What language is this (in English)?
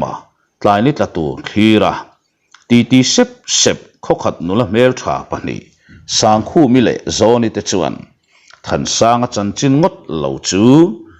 Mizo